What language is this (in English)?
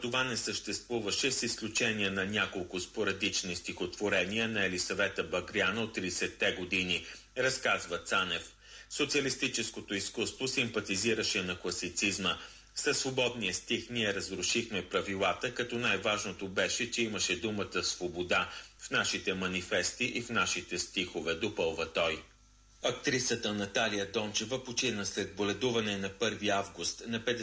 Bulgarian